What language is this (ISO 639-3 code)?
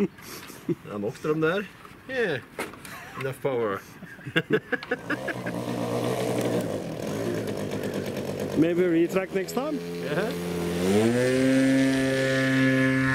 nor